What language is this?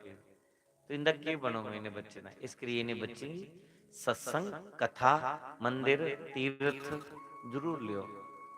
Dogri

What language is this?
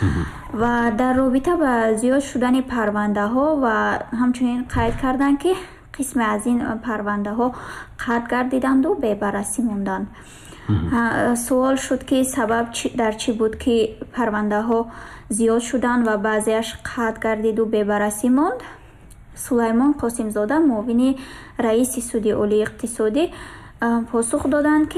Tajik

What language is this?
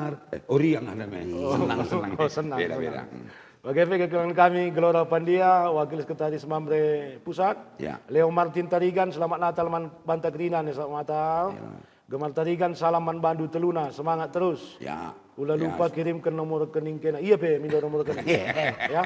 Batak Karo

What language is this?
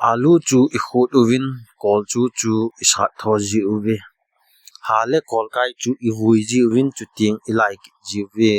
Thado Chin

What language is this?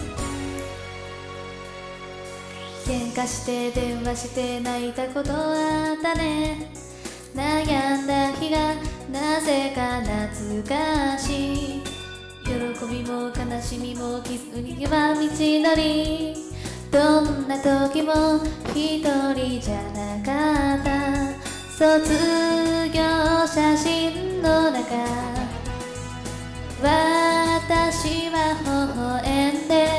Japanese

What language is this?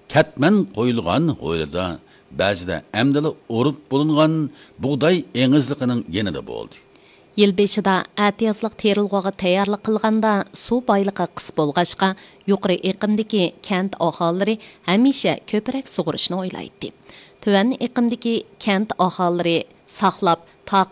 Uyghur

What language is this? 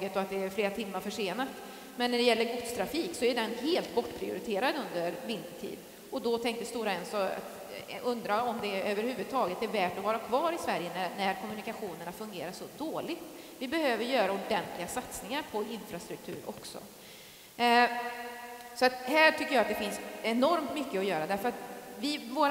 Swedish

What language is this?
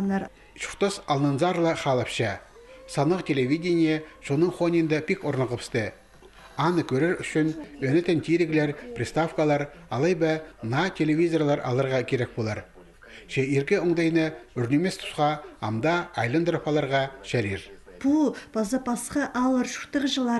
Khakas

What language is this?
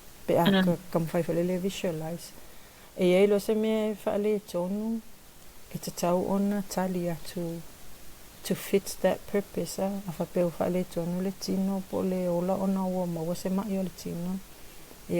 Samoan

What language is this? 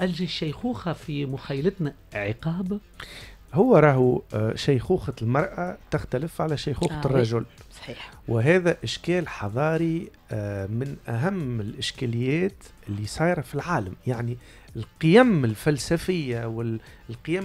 Tunisian Arabic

